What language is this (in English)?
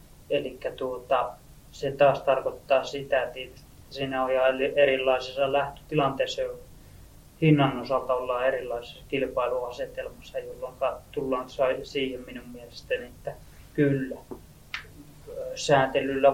Finnish